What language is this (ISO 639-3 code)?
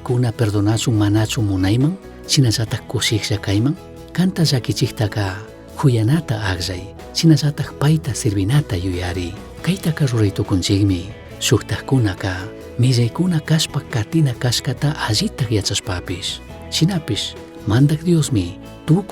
qug